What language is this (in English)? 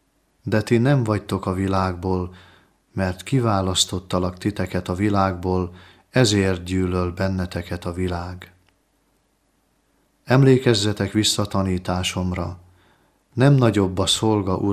Hungarian